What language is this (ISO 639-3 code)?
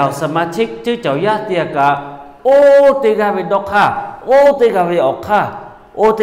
lhu